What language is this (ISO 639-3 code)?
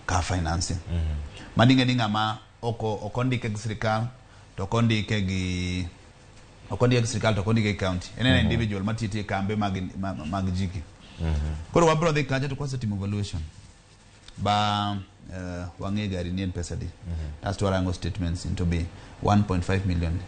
luo